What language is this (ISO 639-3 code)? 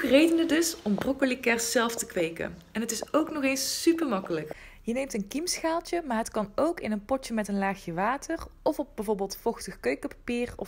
nld